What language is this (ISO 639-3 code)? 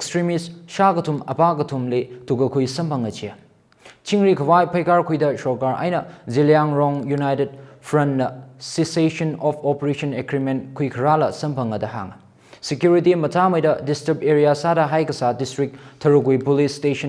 nmf